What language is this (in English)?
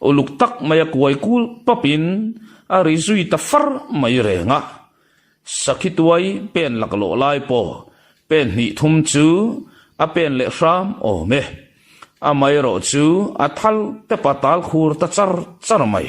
Mizo